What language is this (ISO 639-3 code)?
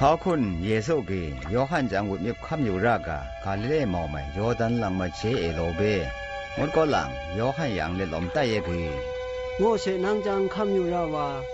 atb